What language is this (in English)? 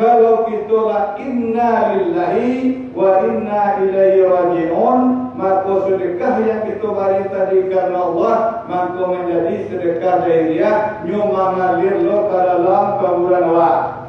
Minangkabau